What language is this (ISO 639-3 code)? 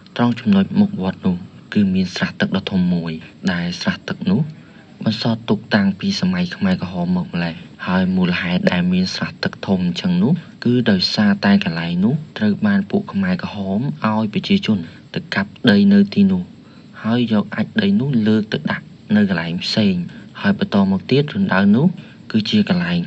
khm